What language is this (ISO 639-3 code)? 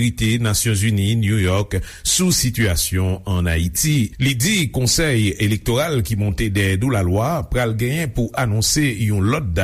hat